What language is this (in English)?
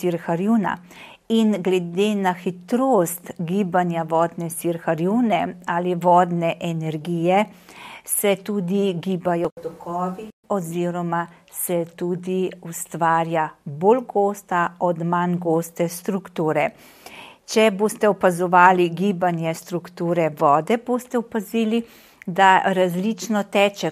Slovenian